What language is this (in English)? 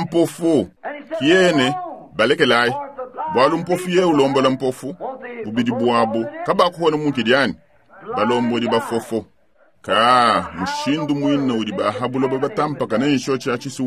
Luba-Lulua